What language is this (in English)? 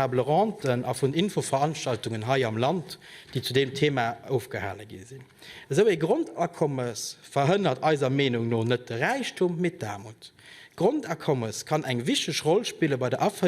Luxembourgish